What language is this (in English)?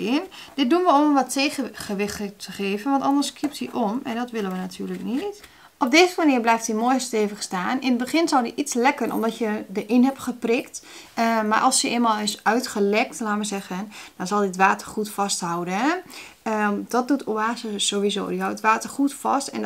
Dutch